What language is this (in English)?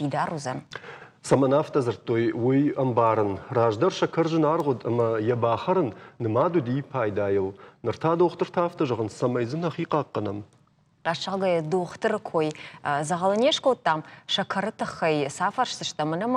Ossetic